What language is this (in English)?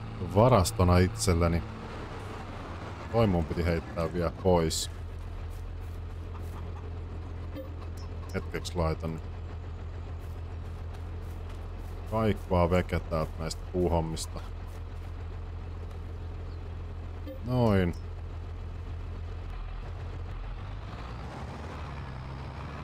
Finnish